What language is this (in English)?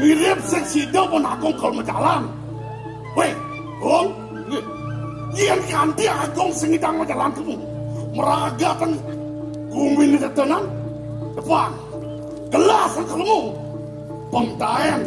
Balinese